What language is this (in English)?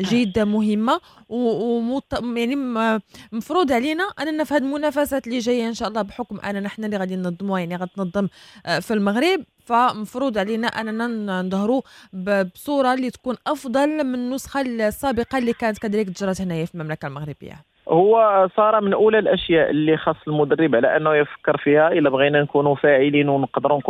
Moroccan Arabic